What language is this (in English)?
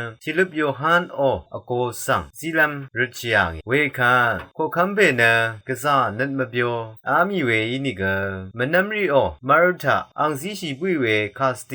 Rawang